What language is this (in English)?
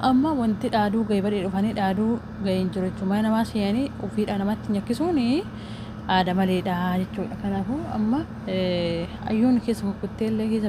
Oromo